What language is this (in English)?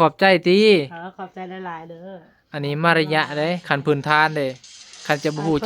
Northeastern Thai